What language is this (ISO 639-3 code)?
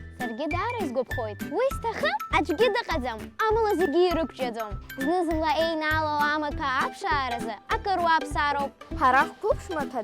abk